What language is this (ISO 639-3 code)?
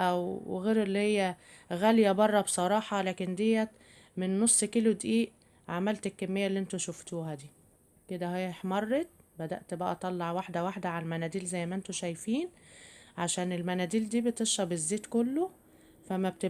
arz